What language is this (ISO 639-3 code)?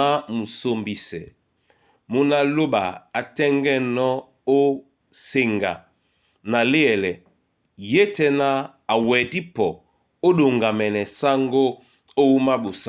dua